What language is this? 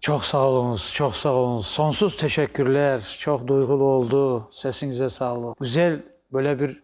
Crimean Tatar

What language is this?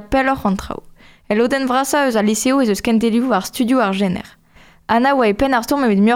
Breton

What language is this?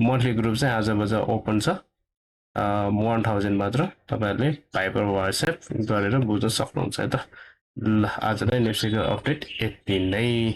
Nepali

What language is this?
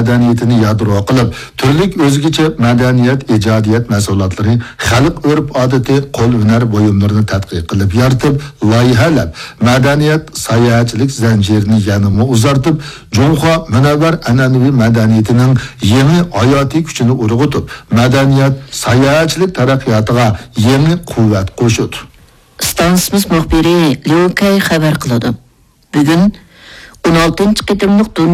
Uyghur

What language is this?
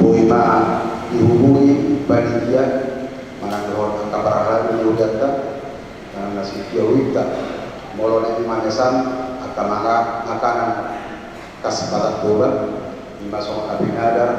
Batak Toba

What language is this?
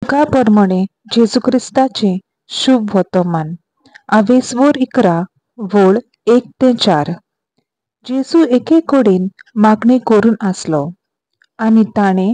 Konkani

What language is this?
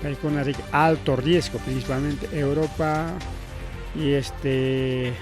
Ayacucho Quechua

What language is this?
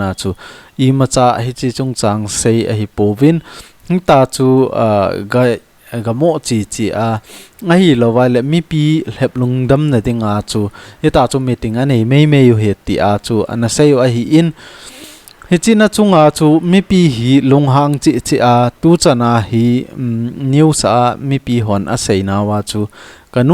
Thado Chin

